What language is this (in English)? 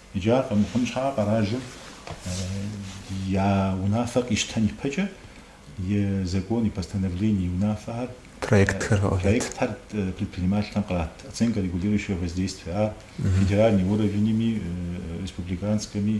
Kabardian